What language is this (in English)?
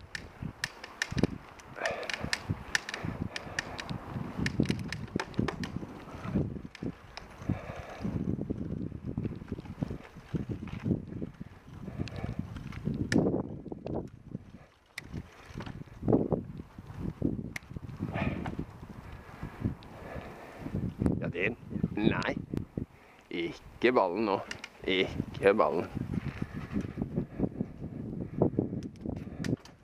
Norwegian